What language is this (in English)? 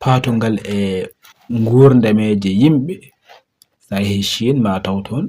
Fula